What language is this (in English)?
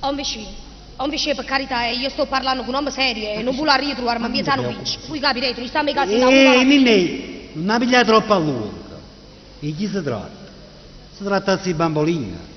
Neapolitan